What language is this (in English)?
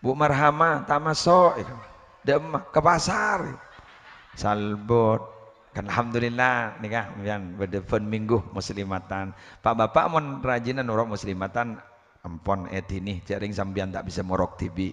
Madurese